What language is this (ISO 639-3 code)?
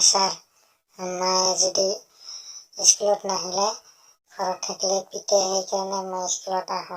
asm